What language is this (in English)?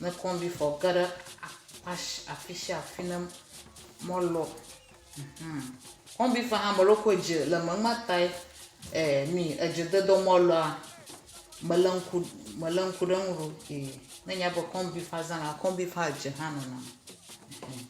Ewe